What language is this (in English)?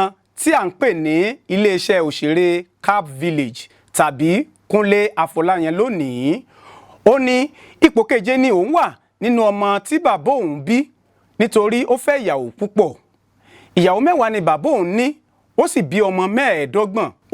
Yoruba